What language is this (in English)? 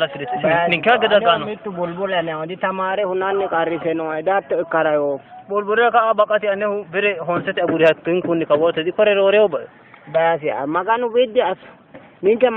Sidamo